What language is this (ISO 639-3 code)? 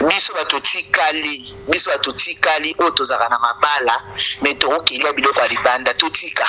lin